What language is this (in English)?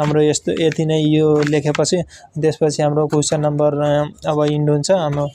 Nepali